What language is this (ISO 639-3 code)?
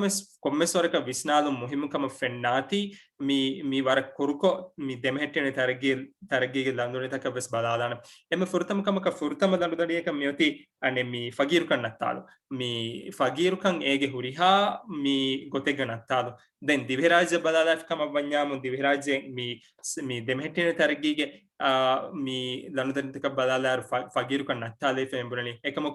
div